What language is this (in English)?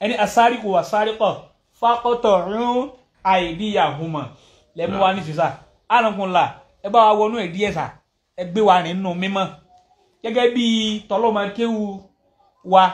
Yoruba